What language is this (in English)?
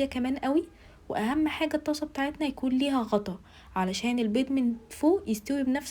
Egyptian Arabic